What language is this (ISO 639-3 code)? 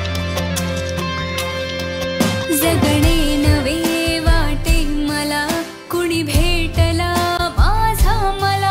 mar